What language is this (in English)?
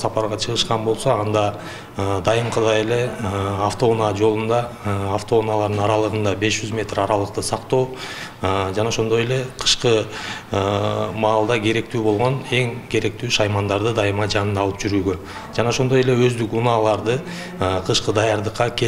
Kyrgyz